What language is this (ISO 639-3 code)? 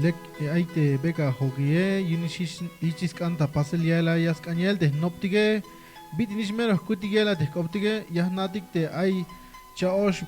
tzh